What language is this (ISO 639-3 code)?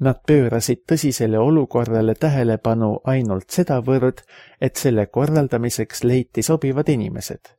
est